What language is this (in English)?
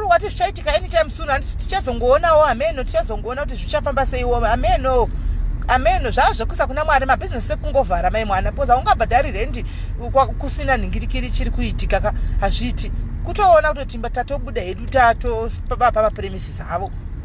Shona